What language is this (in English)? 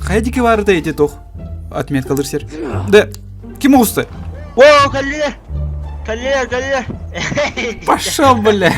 Yakut